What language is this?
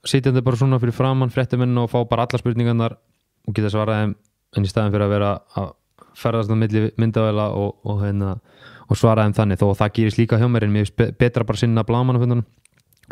Icelandic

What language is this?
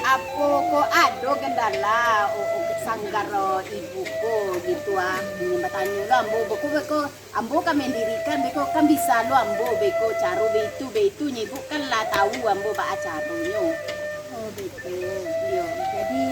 Minangkabau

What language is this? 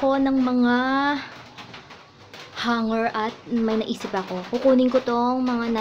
Filipino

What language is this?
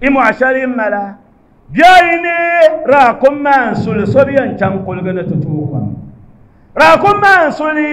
Dagbani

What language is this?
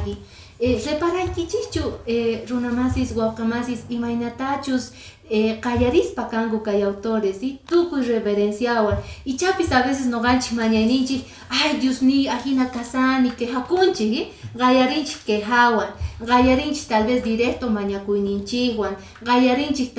Quechua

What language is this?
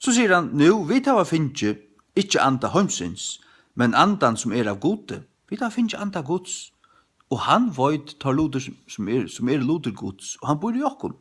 Faroese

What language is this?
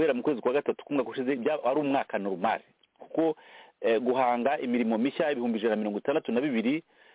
Kinyarwanda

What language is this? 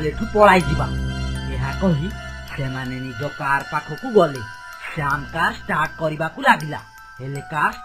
Odia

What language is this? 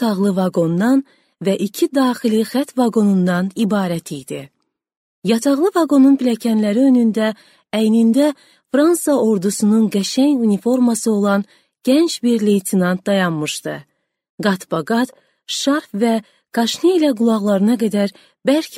Azerbaijani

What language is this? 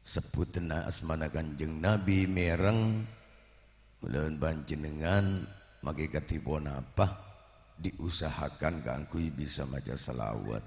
Madurese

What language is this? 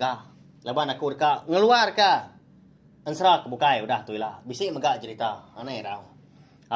Iban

